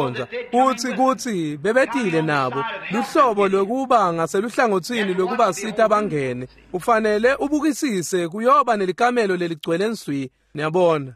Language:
Swati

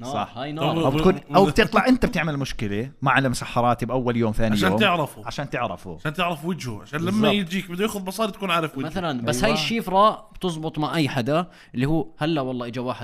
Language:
North Levantine Arabic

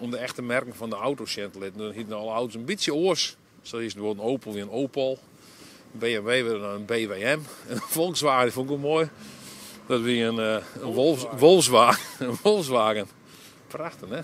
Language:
Western Frisian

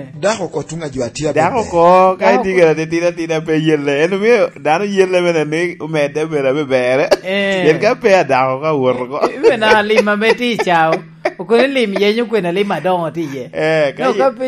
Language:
Lango (Uganda)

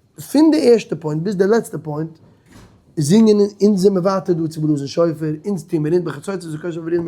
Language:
Yiddish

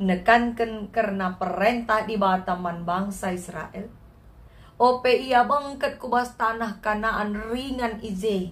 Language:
Batak Karo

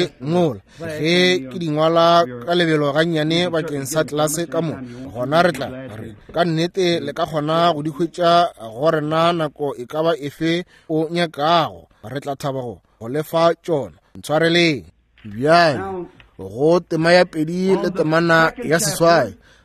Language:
Northern Sotho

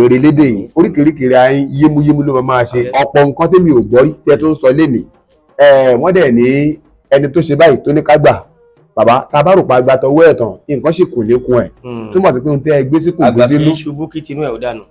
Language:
Yoruba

